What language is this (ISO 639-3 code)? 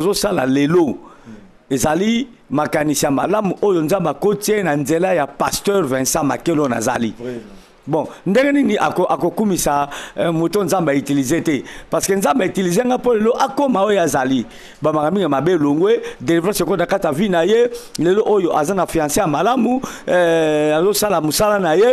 lin